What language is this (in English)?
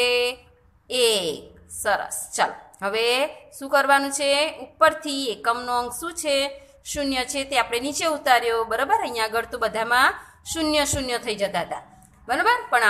Gujarati